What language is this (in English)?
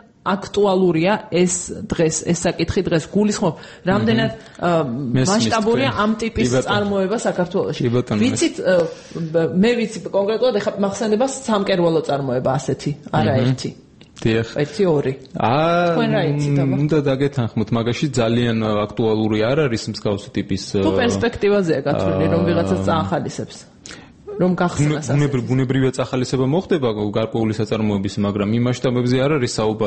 Georgian